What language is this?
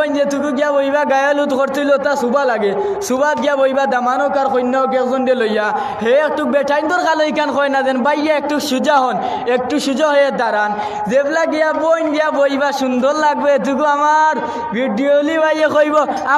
Sylheti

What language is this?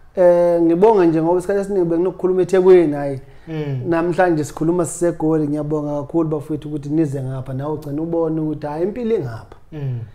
Zulu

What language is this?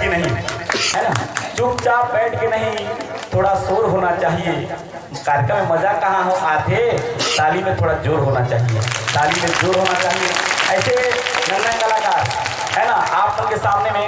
Chhattisgarhi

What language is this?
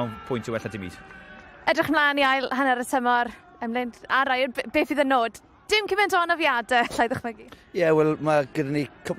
Welsh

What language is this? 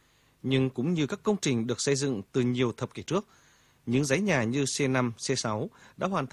Vietnamese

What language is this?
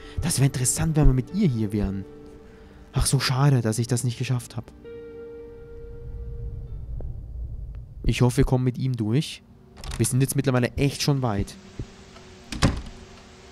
German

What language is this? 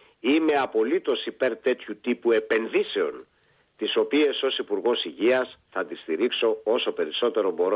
Greek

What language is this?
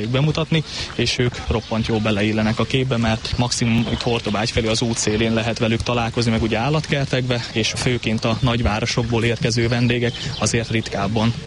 Hungarian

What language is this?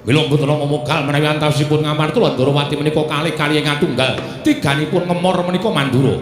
Javanese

